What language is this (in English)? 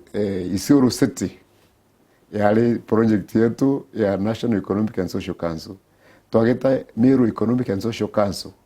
Meru